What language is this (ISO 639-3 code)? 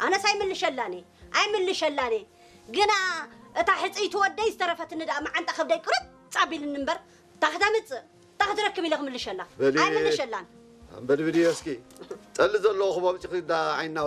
tir